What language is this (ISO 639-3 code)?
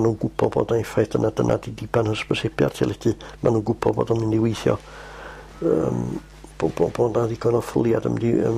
cym